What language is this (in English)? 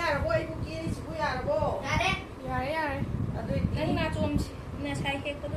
Manipuri